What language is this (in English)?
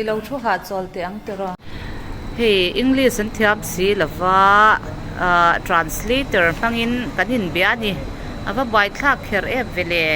Mizo